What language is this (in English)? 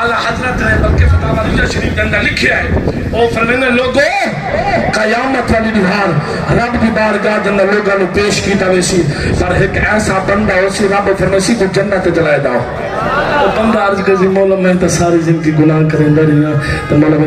Saraiki